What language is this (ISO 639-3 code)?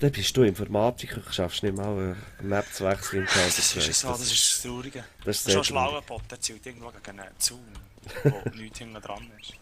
gsw